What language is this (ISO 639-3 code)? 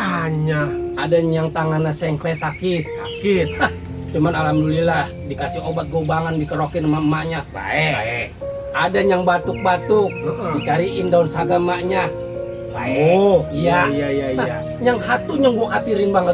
bew